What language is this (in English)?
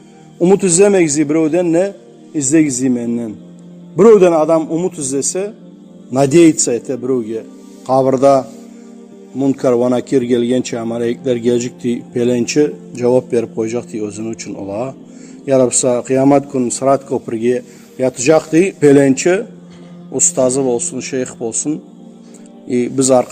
Kumyk